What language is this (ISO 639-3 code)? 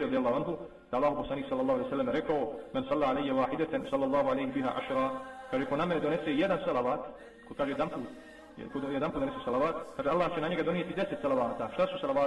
bos